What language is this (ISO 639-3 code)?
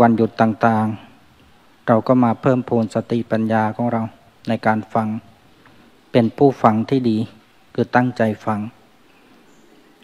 tha